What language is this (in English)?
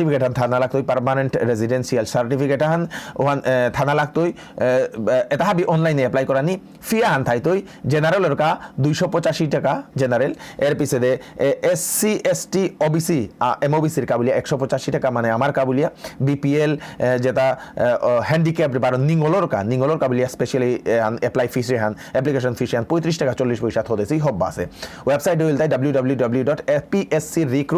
Bishnupriya